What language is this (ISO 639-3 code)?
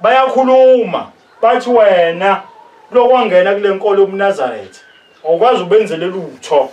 zul